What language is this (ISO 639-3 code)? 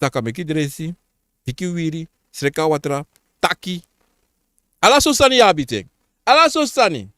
srn